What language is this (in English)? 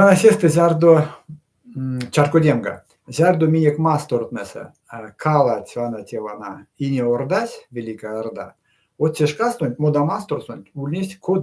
Erzya